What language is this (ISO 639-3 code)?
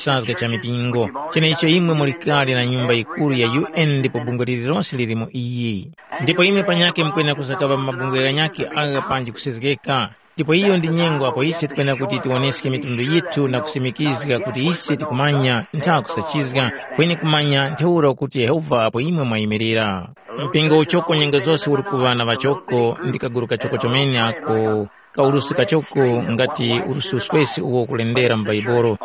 tum